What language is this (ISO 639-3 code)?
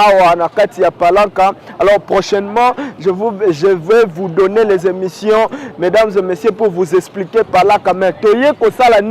lin